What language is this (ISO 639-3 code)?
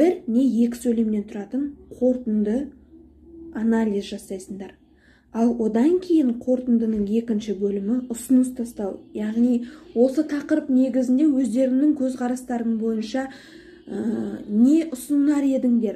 kaz